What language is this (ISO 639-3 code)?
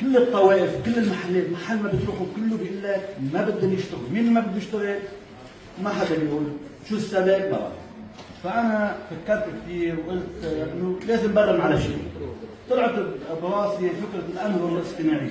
apc